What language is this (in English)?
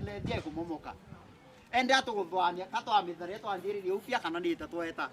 Meru